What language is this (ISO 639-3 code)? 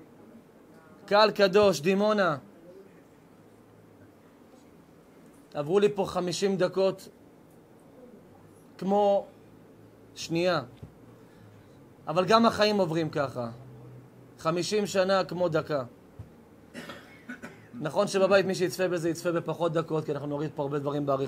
heb